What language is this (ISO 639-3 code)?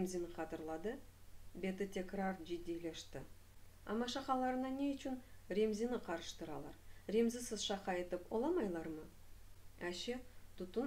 crh